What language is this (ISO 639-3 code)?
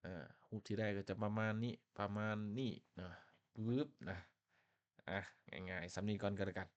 lao